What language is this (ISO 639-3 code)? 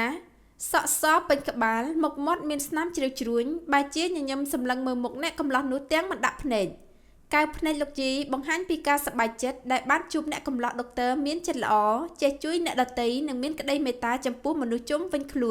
khm